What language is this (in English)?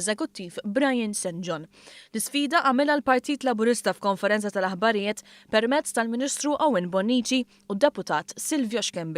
Maltese